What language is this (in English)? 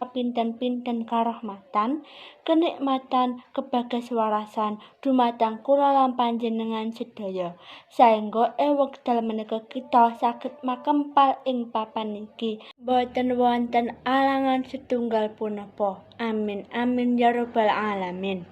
Javanese